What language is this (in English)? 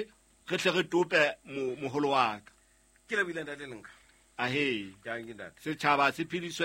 Southern Sotho